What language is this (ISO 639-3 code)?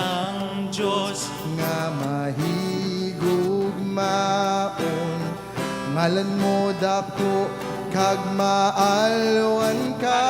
hil